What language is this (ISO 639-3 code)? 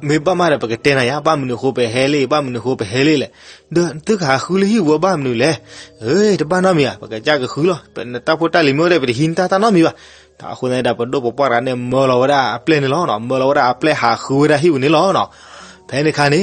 ksw